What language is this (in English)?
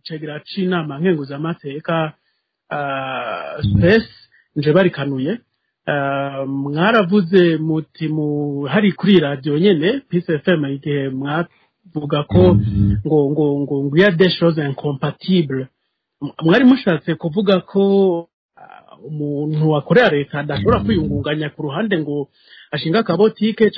Rundi